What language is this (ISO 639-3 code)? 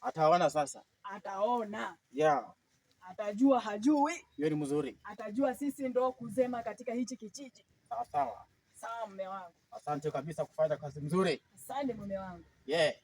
swa